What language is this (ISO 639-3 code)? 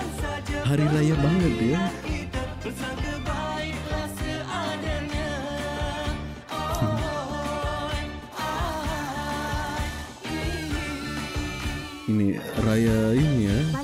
msa